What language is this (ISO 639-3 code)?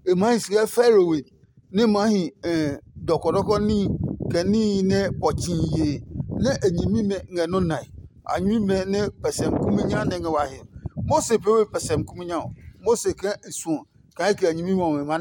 ada